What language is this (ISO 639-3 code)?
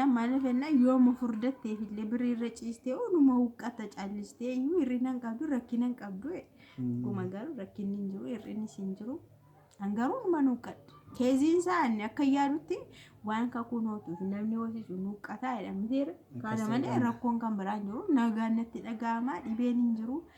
orm